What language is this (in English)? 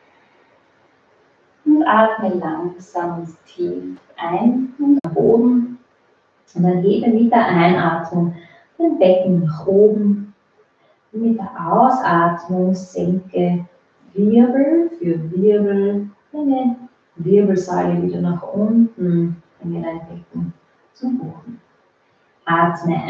German